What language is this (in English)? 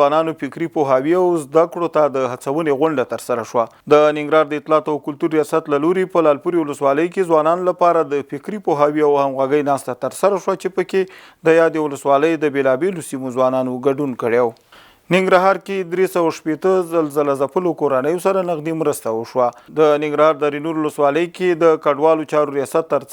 Pashto